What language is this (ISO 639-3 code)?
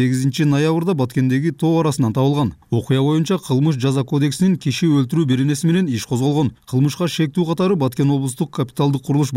kir